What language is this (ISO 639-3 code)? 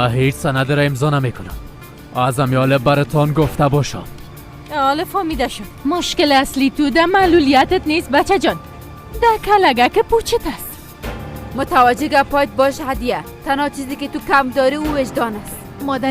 fas